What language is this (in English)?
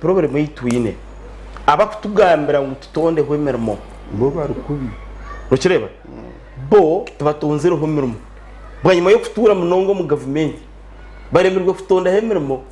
Nyankole